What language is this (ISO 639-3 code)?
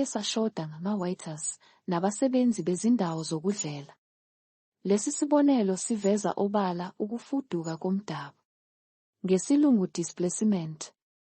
zul